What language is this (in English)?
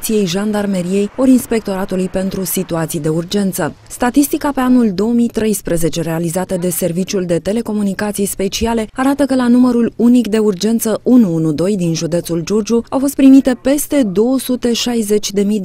Romanian